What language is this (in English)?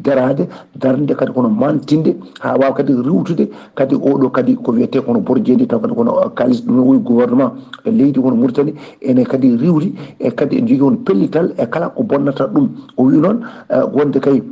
Fula